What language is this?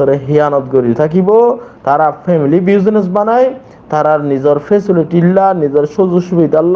Rohingya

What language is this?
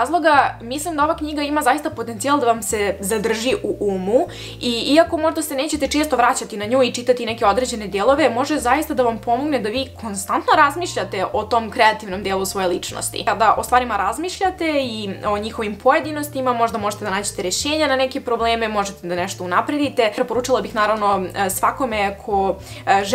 Serbian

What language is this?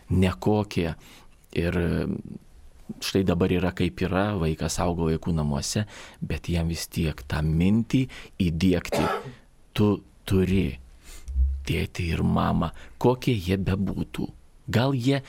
Lithuanian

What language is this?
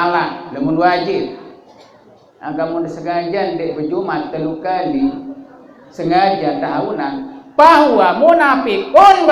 Sasak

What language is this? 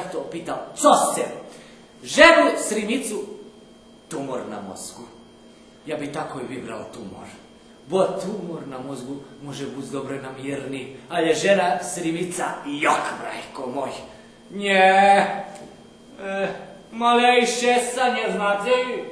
Rusyn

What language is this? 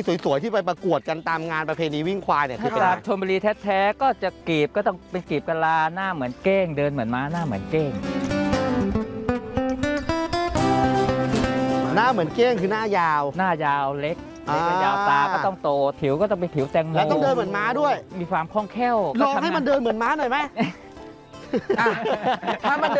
Thai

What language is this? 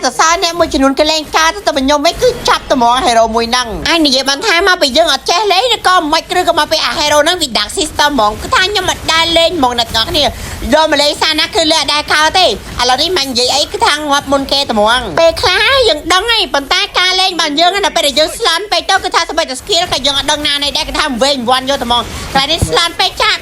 Khmer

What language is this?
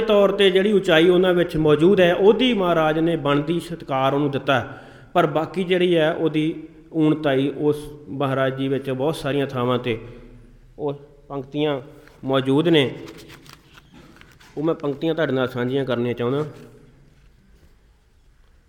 Punjabi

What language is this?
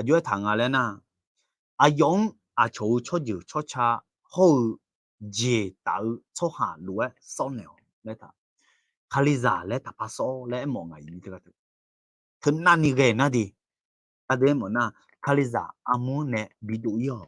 Akha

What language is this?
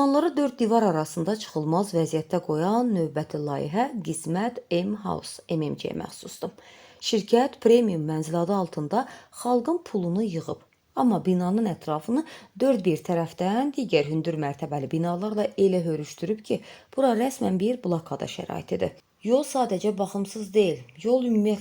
Azerbaijani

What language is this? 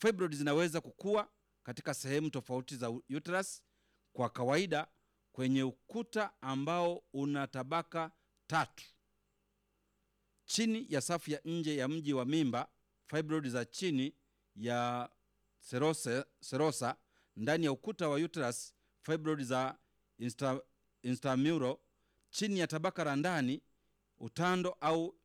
Swahili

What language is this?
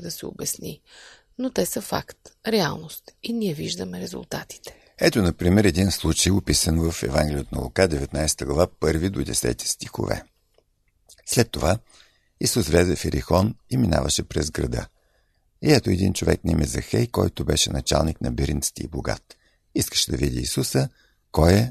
Bulgarian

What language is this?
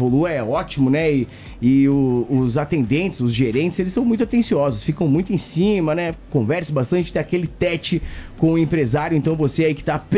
Portuguese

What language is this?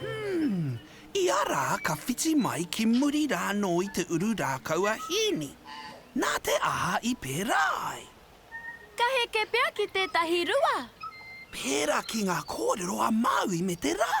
Māori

